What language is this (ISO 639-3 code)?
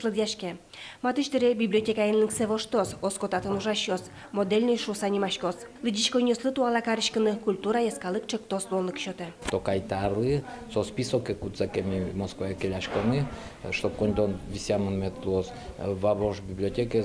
udm